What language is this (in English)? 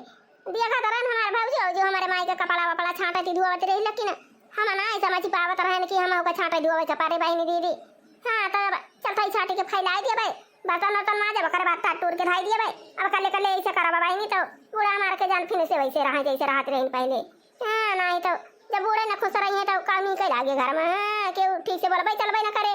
Awadhi